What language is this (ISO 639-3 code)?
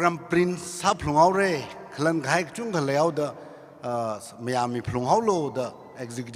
nmf